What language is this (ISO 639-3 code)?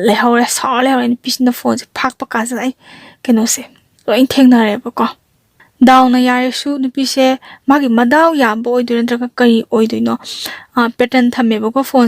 mni